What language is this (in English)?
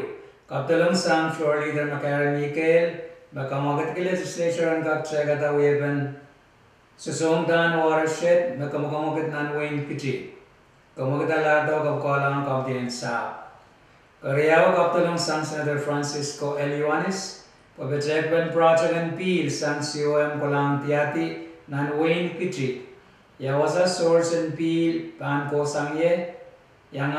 Pohnpeian